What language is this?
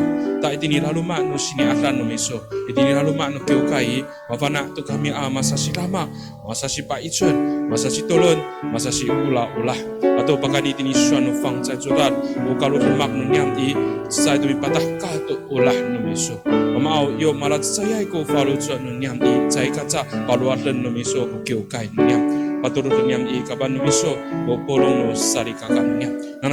Amis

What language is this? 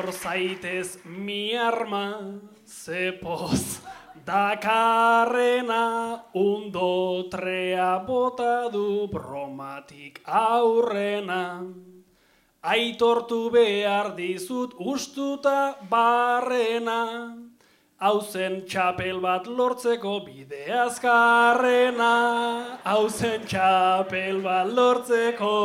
Basque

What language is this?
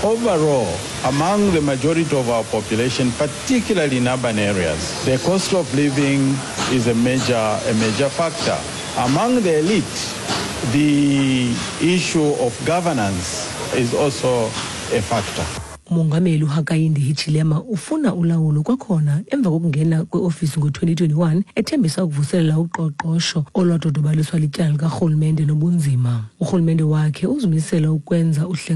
Xhosa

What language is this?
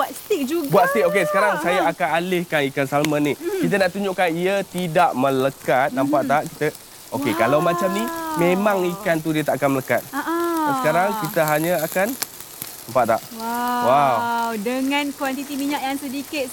Malay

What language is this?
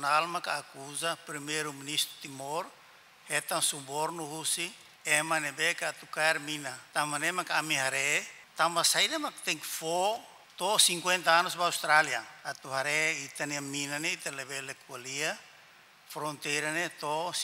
Tetum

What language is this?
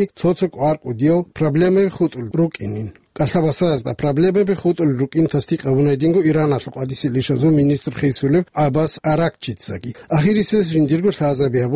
Avaric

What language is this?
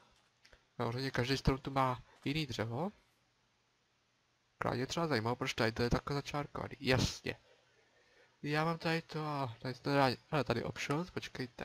Czech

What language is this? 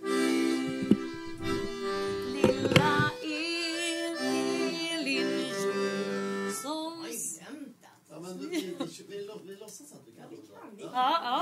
Swedish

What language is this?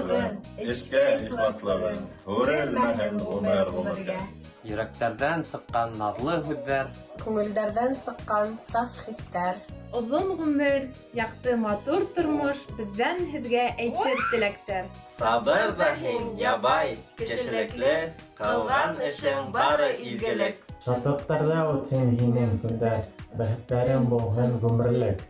Bashkir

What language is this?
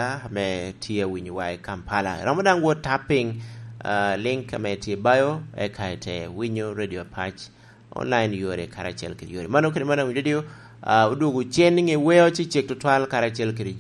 Lango (Uganda)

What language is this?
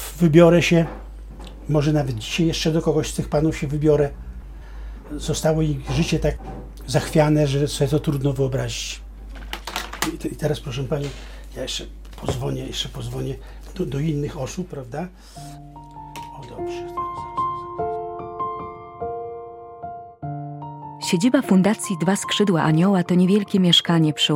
Polish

